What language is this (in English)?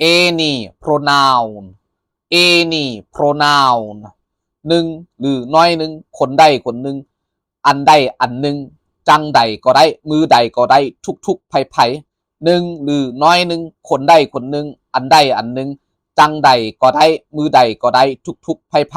Lao